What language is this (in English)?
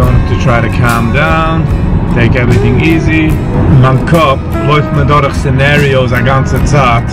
Yiddish